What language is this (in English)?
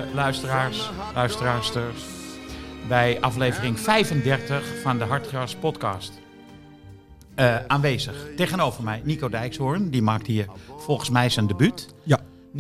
Dutch